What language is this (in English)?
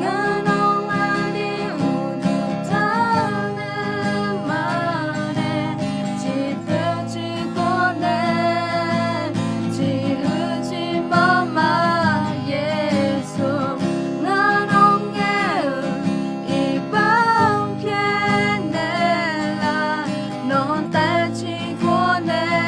Akha